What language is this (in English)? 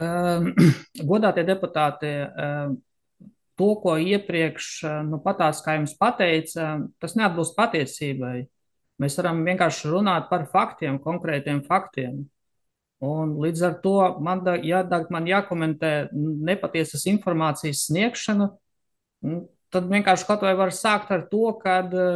Latvian